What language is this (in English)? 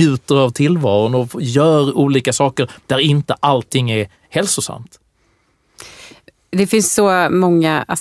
Swedish